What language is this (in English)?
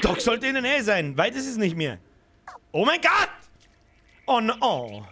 Bavarian